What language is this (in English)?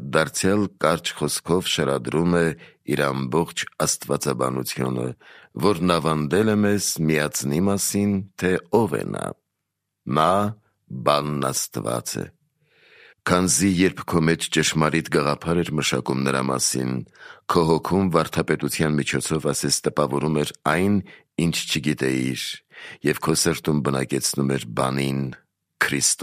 Armenian